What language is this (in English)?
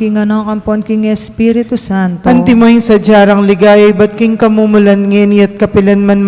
Pampanga